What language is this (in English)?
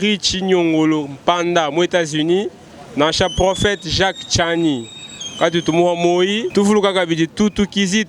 Luba-Lulua